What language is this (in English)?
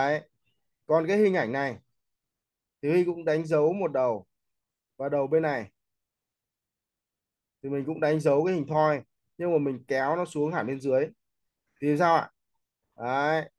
Vietnamese